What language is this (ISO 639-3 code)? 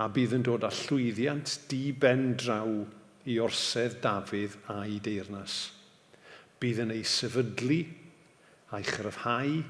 cym